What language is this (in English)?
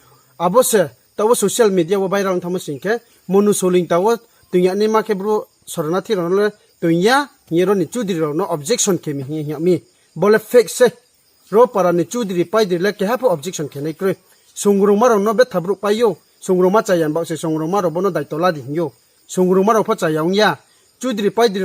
Riang (India)